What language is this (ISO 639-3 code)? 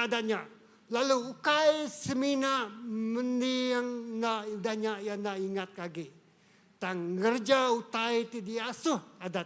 iba